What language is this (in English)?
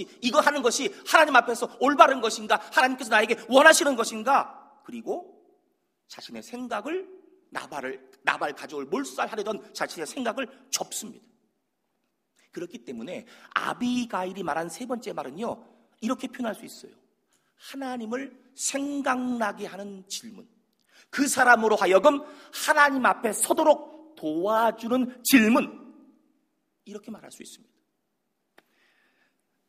Korean